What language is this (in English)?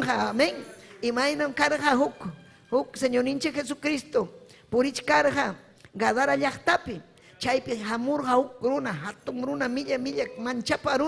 Ayacucho Quechua